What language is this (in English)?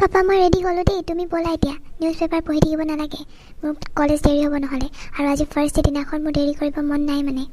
Assamese